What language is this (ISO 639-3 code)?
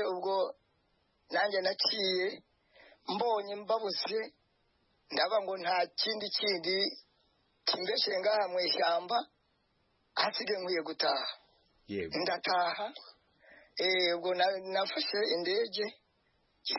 kin